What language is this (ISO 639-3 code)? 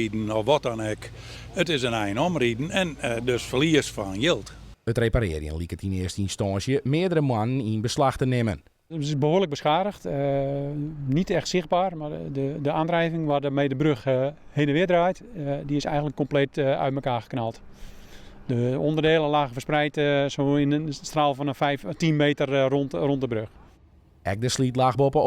fry